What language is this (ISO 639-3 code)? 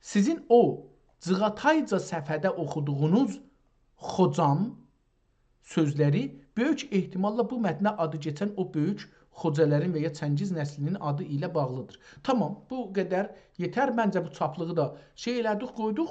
azb